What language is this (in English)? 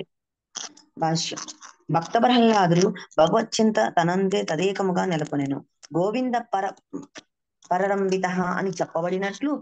Telugu